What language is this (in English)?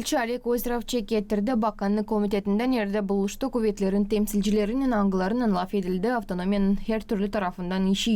Gagauz